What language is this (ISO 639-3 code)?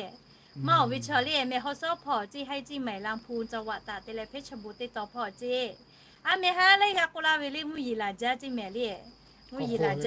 lhu